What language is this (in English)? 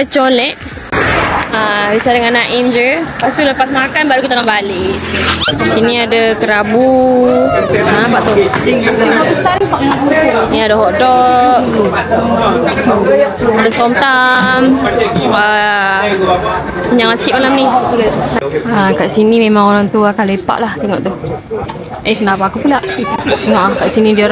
Malay